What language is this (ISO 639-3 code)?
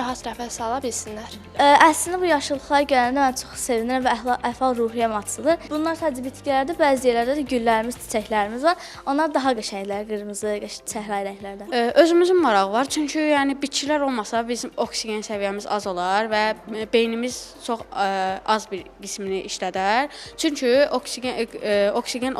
aze